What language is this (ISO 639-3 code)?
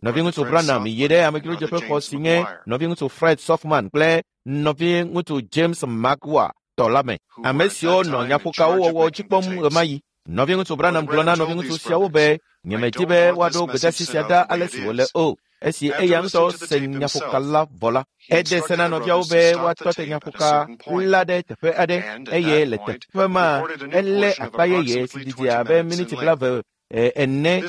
ewe